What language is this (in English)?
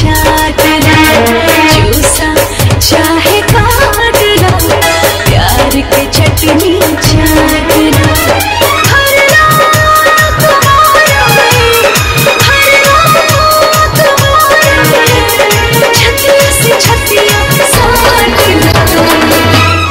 Bhojpuri